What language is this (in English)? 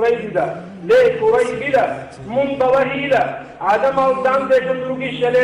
Avaric